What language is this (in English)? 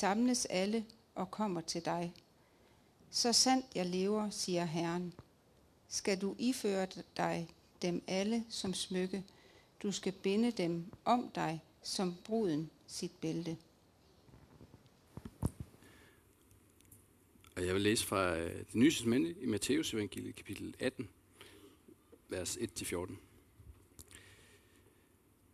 Danish